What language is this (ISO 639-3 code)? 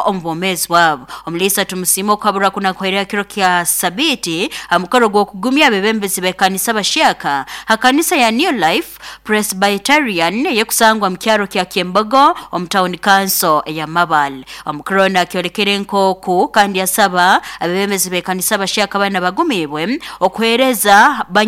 nyo